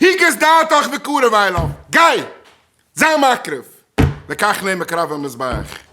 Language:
Yiddish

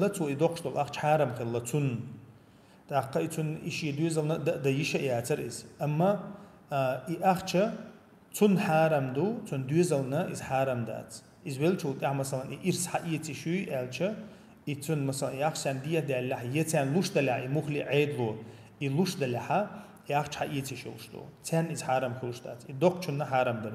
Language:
Chechen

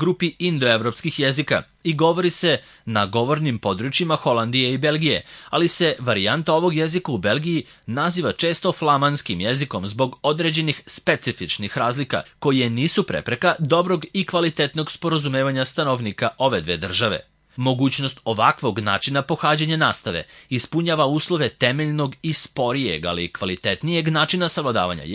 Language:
Serbian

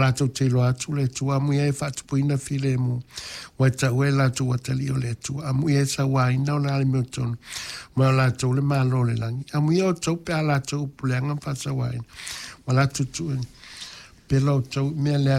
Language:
Samoan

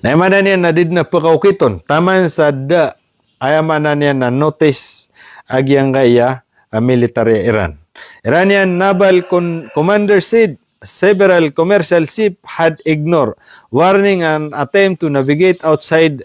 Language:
Maranao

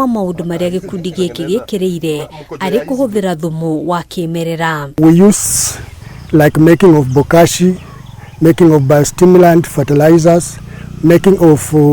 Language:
Kikuyu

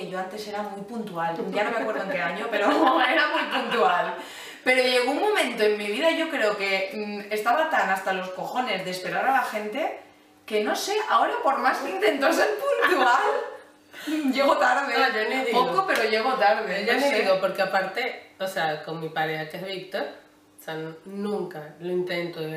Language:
Spanish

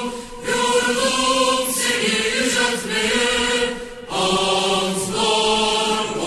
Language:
Turkish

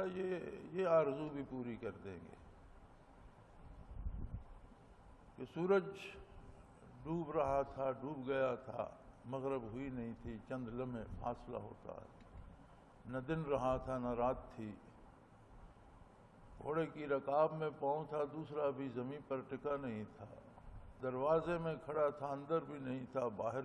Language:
Urdu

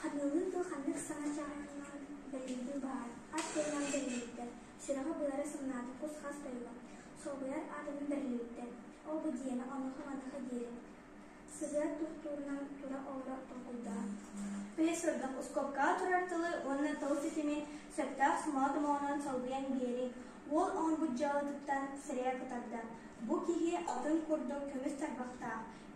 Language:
Yakut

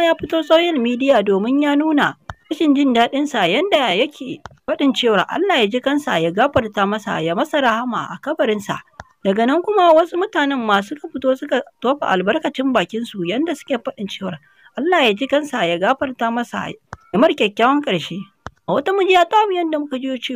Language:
Hausa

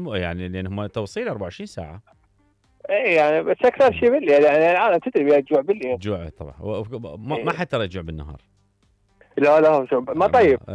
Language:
Mesopotamian Arabic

